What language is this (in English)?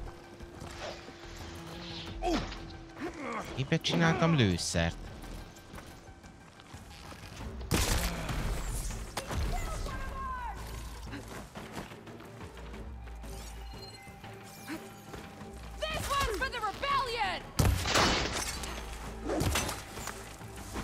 Hungarian